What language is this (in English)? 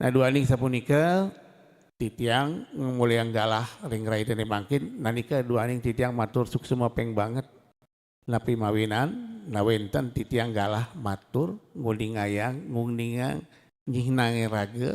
Balinese